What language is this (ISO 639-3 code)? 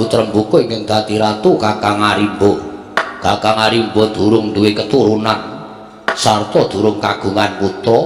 jav